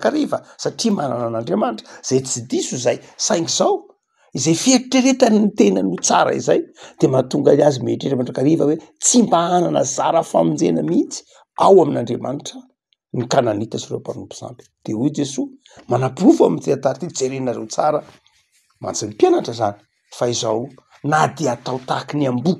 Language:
Malagasy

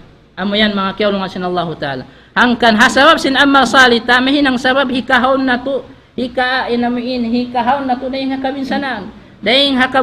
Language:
Tausug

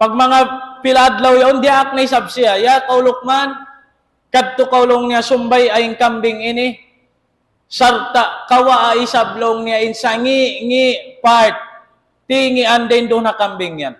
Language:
Tausug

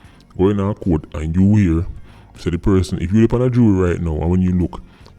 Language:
Jamaican Creole English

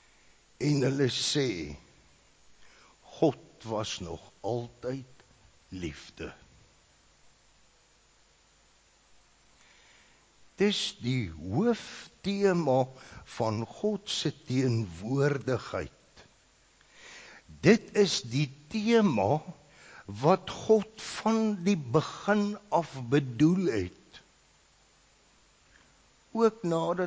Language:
Afrikaans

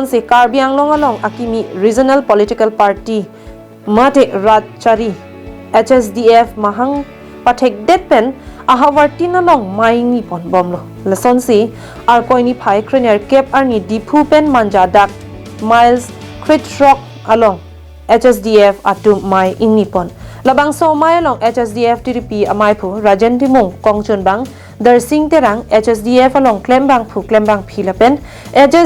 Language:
Karbi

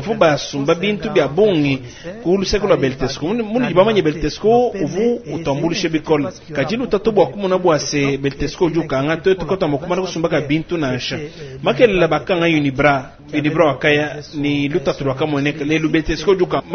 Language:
Luba-Lulua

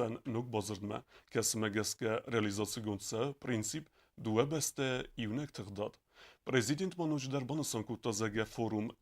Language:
Ossetic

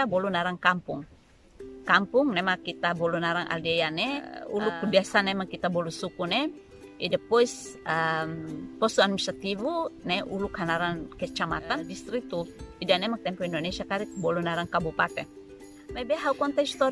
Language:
Tetum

